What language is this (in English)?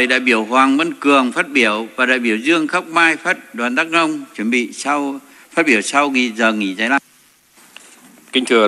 Vietnamese